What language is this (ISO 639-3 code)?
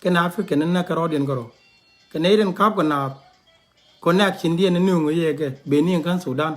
nus